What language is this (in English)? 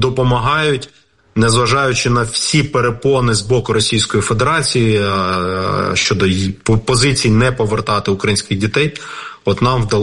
Ukrainian